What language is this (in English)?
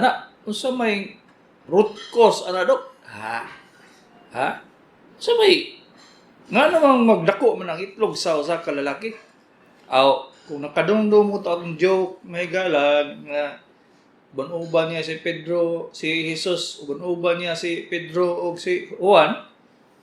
Cebuano